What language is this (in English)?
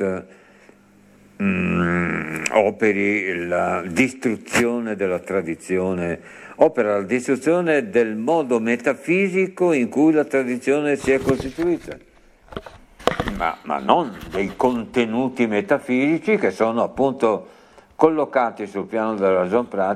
Italian